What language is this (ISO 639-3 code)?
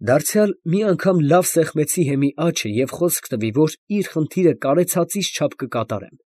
hye